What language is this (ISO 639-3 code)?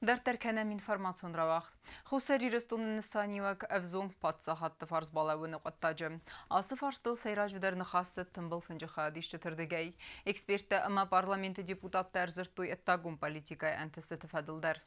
oss